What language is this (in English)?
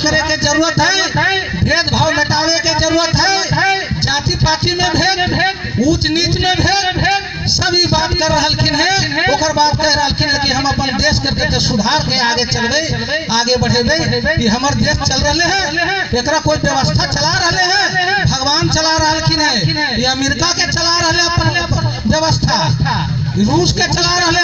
Magahi